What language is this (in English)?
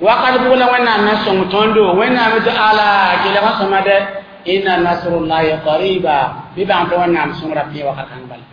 Mossi